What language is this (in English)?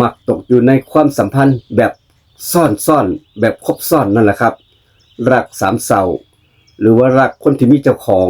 Lao